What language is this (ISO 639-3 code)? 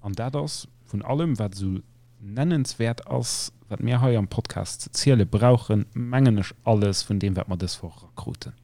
ltz